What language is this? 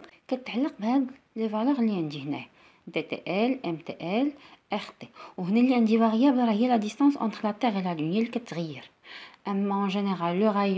Moroccan Arabic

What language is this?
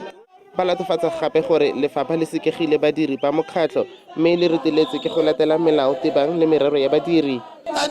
Tswana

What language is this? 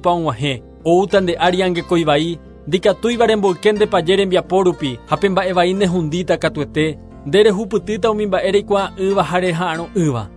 Guarani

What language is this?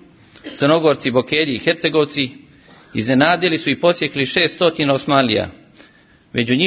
Serbian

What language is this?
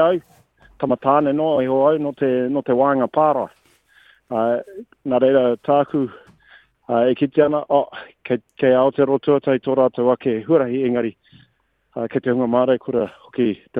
Māori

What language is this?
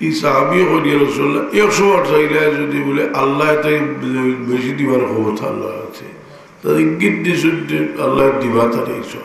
Sylheti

